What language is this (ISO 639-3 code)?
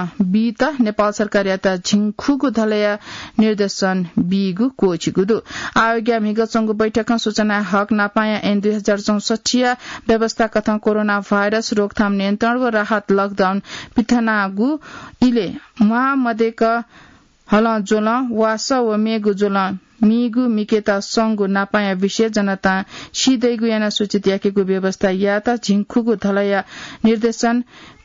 new